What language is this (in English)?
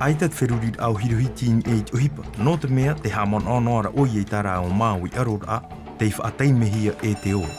Tahitian